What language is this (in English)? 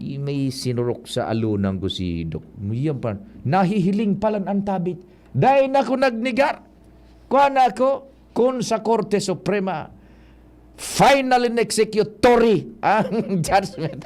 Bikol